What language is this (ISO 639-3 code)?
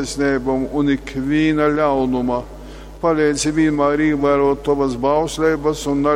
ltg